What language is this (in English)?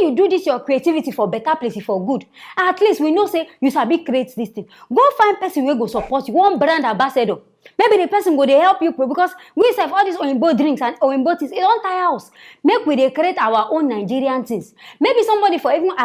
Nigerian Pidgin